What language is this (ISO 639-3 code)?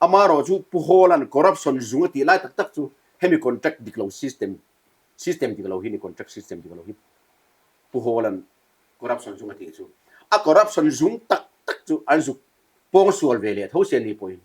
lus